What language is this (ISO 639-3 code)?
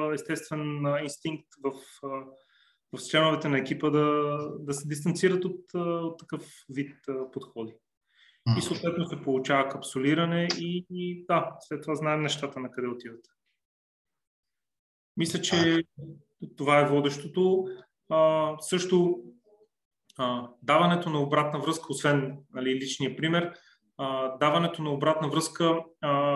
bul